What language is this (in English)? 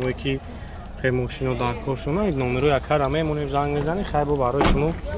Tajik